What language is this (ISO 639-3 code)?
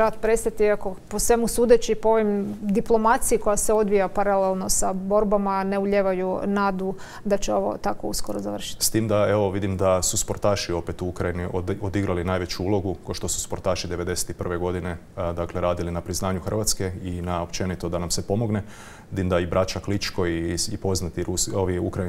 hrv